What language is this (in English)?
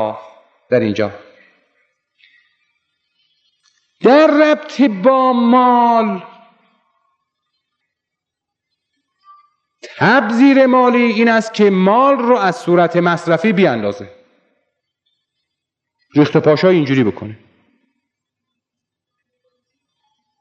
Persian